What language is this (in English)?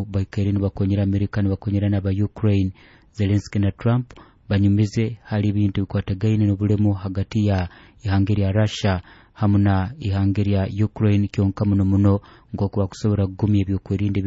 Nyoro